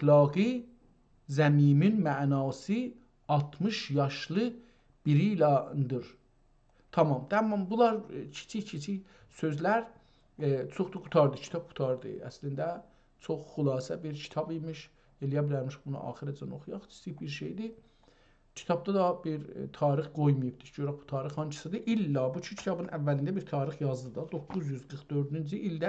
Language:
South Azerbaijani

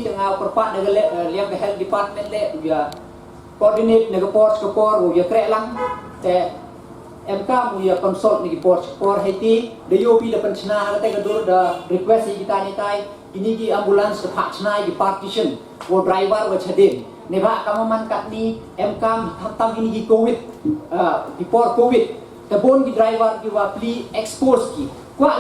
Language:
Pnar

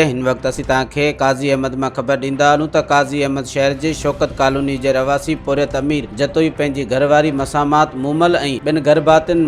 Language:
Sindhi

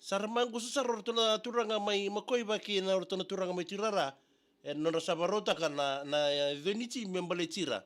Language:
Fijian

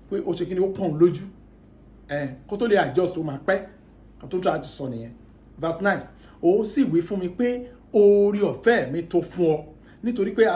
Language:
Yoruba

